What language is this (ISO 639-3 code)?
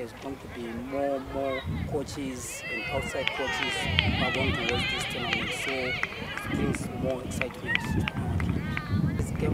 eng